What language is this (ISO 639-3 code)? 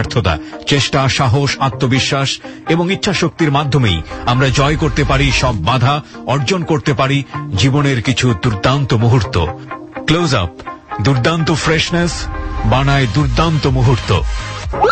ben